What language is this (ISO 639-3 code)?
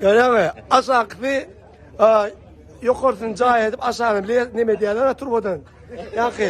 tuk